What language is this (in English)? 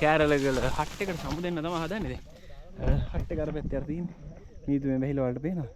Sinhala